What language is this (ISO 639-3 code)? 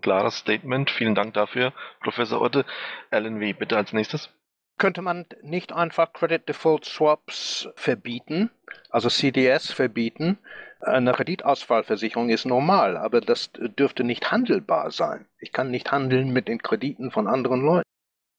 deu